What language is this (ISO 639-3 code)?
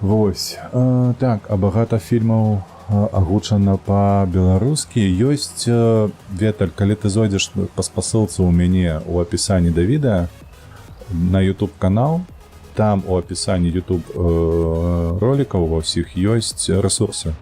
bel